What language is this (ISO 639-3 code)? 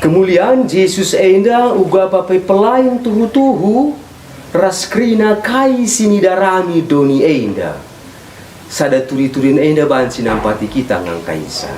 btx